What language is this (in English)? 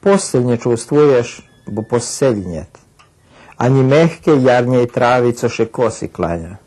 Rusyn